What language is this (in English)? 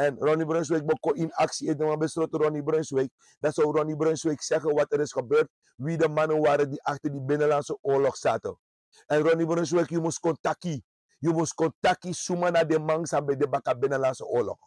Sranan Tongo